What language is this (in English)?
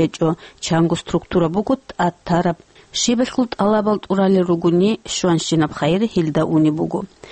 Avaric